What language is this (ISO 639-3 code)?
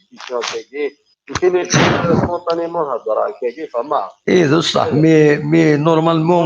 kab